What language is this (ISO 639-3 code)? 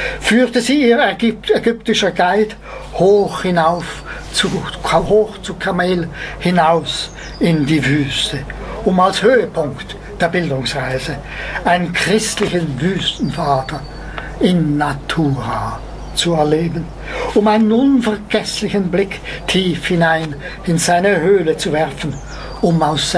deu